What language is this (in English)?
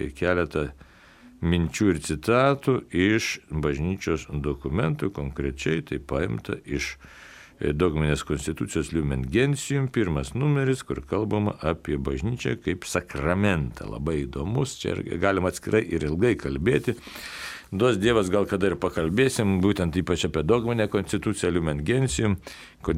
Lithuanian